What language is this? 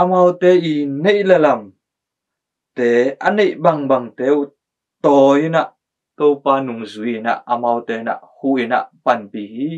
Tedim Chin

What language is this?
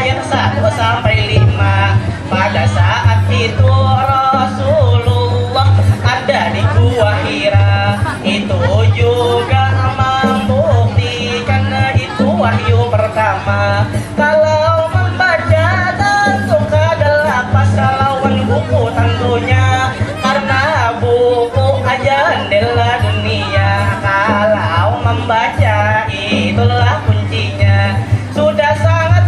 Banjar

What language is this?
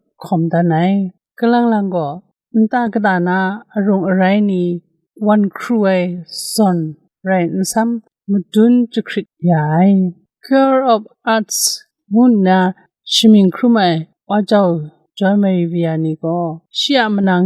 Kachin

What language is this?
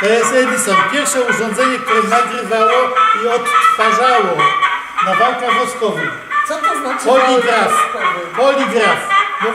Silesian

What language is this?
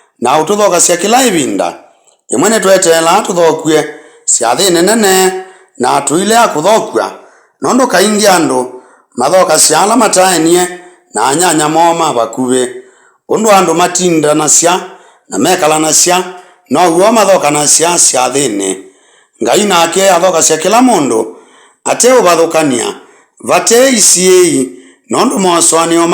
Kamba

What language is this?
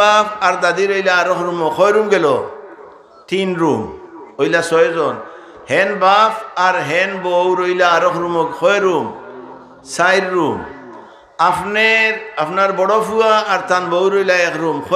Sylheti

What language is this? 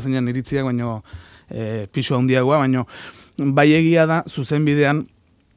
Basque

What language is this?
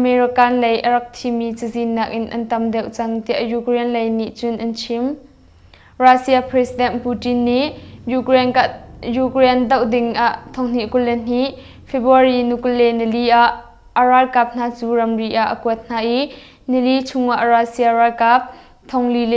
Hakha Chin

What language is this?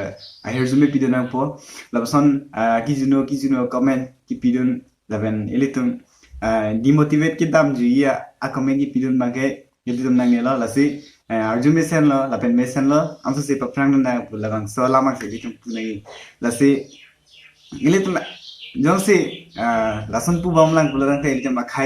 Karbi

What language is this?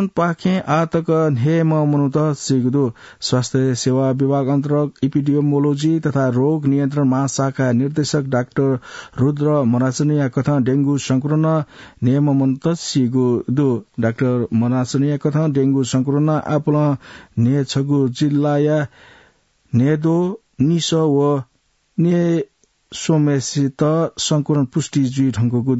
Newari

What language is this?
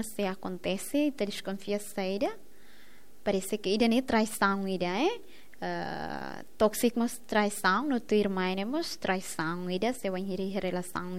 Tetum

